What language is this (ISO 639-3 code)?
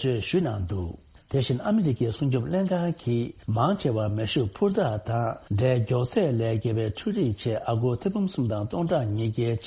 bod